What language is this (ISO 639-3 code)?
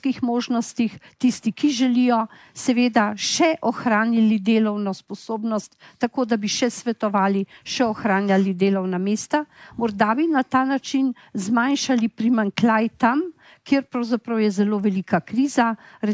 slv